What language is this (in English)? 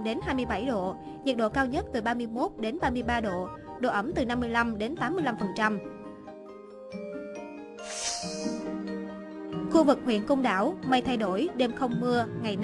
Vietnamese